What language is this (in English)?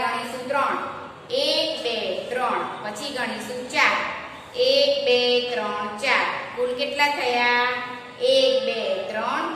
Gujarati